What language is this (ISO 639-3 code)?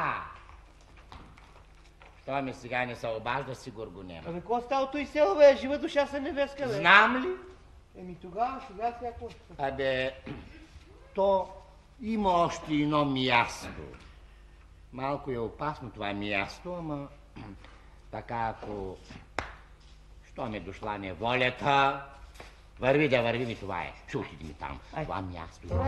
bul